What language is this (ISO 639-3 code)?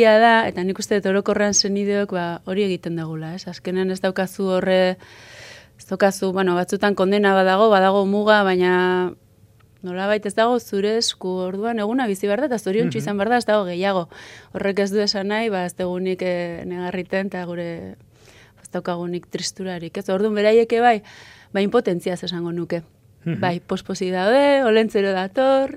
eus